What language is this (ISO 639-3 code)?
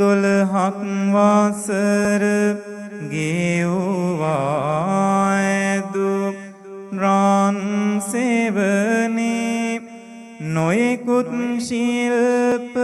sin